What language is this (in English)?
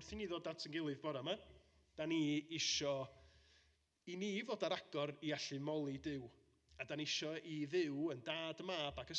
Welsh